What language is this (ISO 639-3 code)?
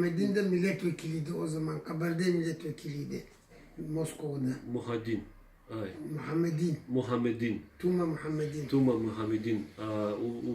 abk